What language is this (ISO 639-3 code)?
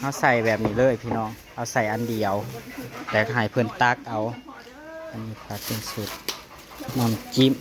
tts